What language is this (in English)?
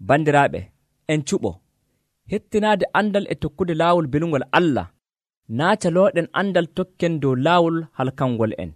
Nigerian Fulfulde